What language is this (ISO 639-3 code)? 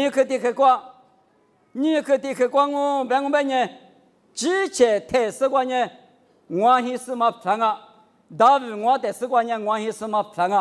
lis